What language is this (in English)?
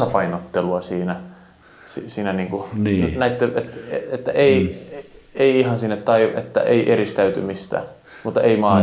Finnish